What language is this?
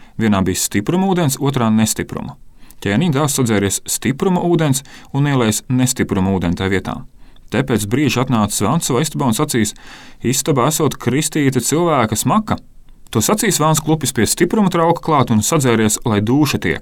Latvian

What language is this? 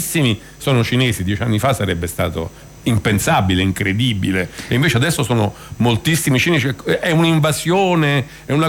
Italian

